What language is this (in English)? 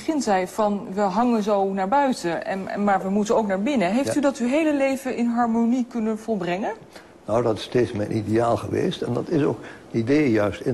Dutch